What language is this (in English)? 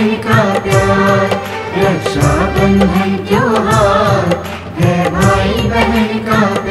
Hindi